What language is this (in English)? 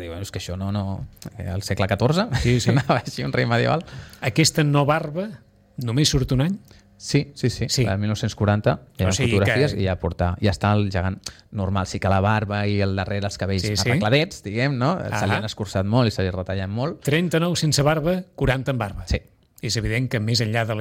Catalan